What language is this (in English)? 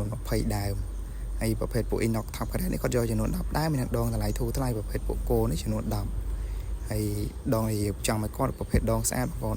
Khmer